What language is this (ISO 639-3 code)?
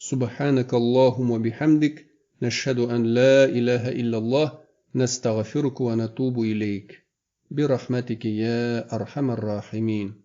tat